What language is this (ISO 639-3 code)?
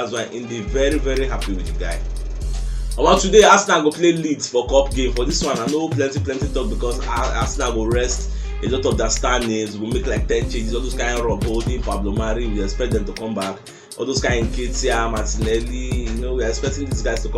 pcm